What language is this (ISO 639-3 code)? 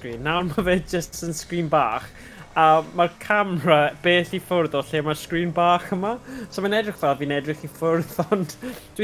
cym